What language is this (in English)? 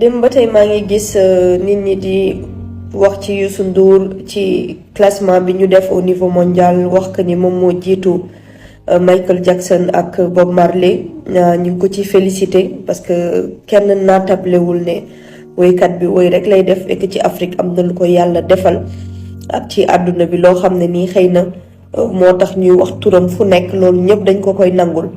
Wolof